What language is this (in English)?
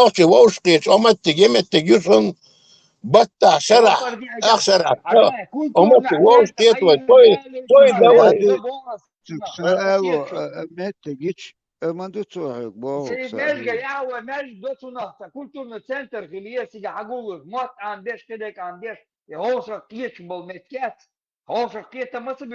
Chechen